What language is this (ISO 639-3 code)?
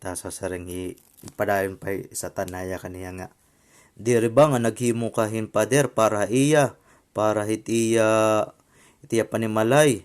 war